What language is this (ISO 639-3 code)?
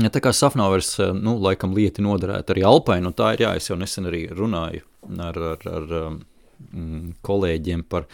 lav